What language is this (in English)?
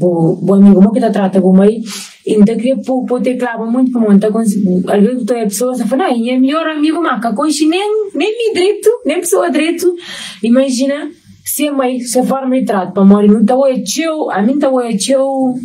Kabuverdianu